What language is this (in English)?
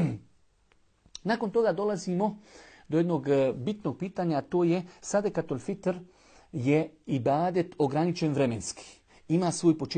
Bosnian